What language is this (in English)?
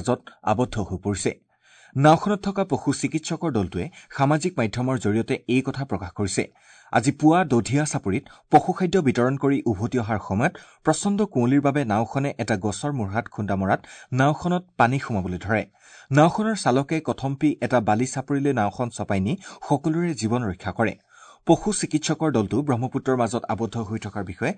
Assamese